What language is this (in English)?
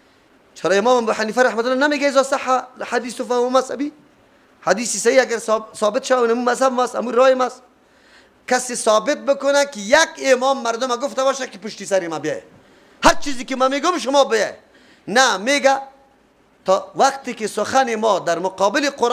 Persian